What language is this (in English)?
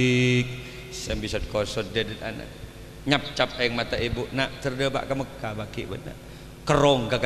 Madurese